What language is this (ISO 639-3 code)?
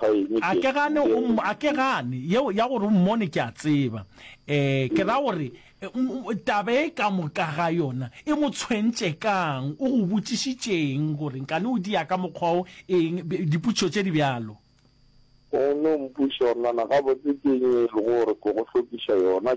nso